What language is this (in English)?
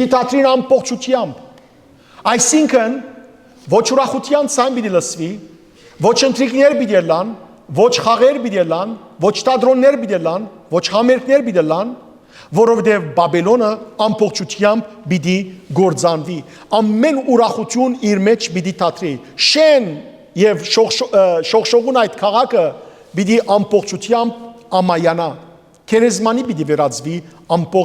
Western Armenian